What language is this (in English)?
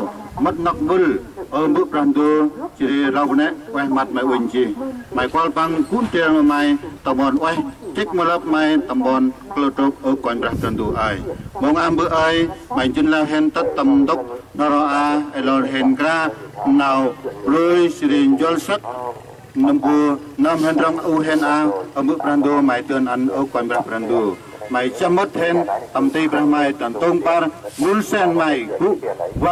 Central Mnong